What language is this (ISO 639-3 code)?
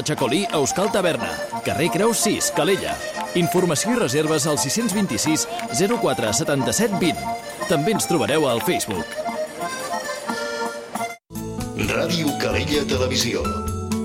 cat